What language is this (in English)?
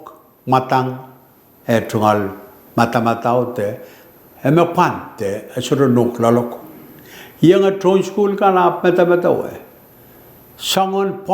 Pohnpeian